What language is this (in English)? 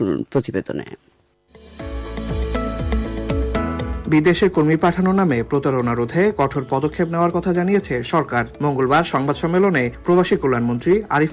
Bangla